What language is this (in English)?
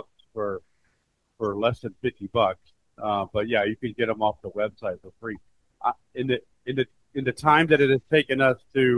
English